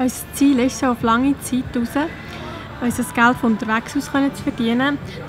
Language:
Swiss German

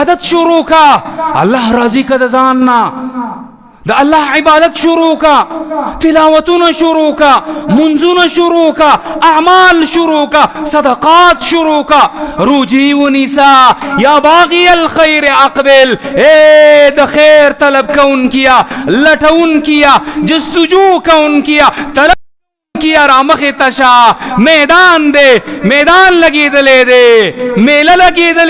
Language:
Pashto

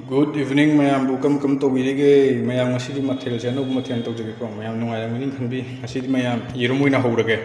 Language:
Manipuri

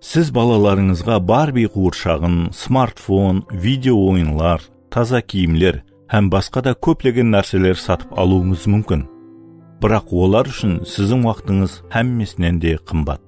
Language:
Kara-Kalpak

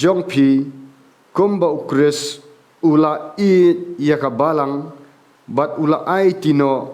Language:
Khasi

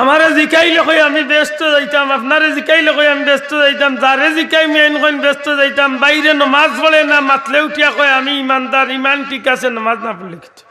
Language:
Sylheti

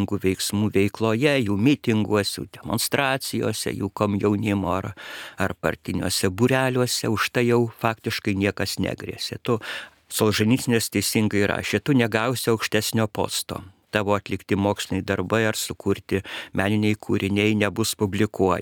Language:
Lithuanian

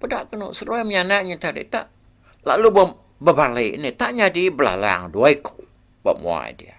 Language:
Iban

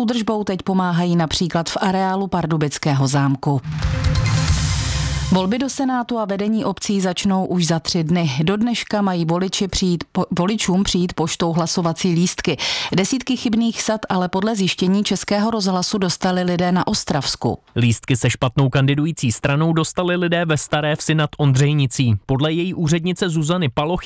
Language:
Czech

